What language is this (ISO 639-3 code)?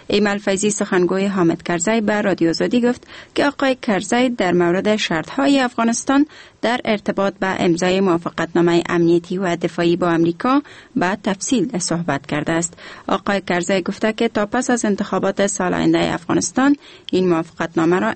fas